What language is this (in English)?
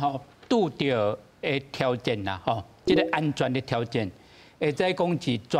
Min Nan Chinese